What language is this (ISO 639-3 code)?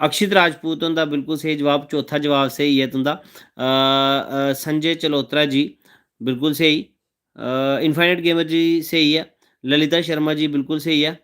doi